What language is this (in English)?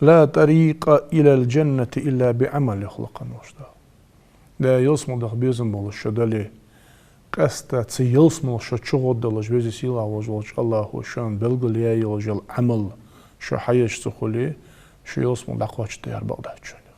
Ingush